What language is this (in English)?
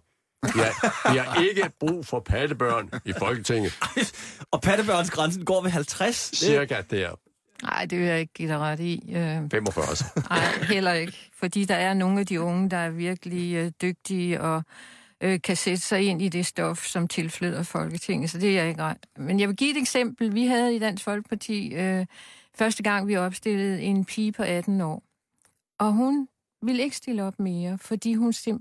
Danish